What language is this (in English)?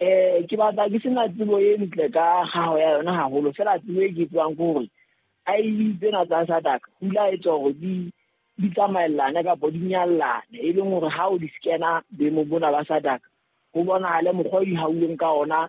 Southern Sotho